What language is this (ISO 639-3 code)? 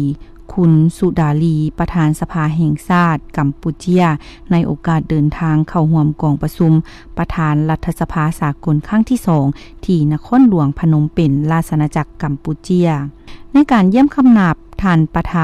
lao